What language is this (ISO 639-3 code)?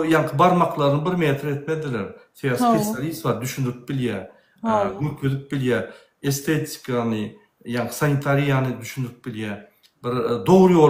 tuk